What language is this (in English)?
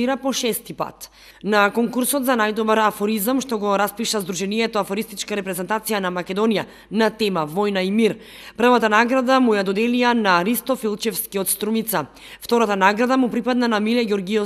Macedonian